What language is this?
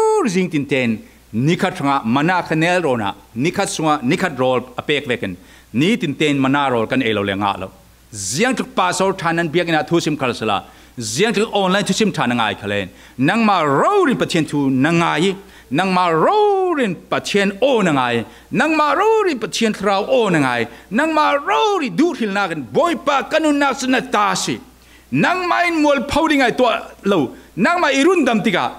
Falam Chin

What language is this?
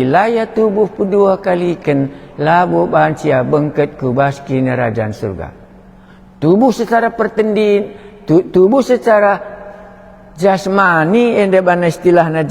Batak Karo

